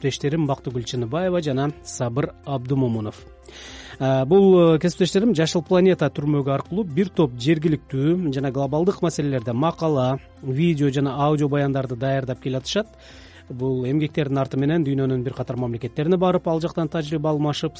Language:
Kyrgyz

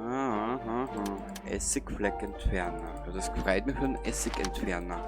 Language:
Bavarian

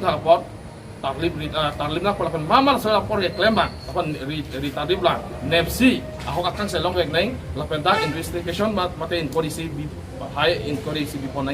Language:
Karbi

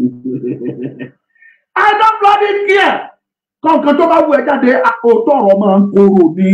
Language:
Yoruba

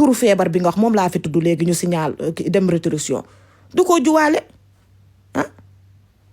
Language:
Wolof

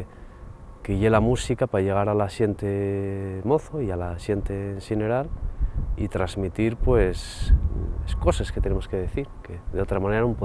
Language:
Asturian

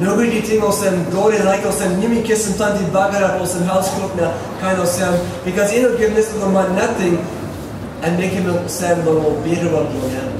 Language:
Tok Pisin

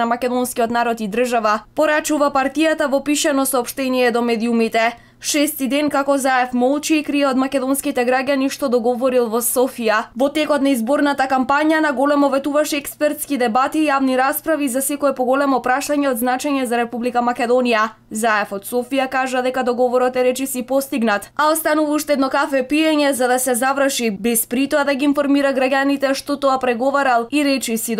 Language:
Macedonian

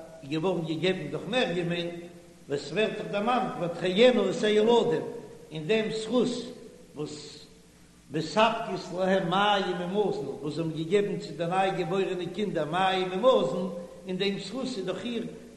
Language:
Yiddish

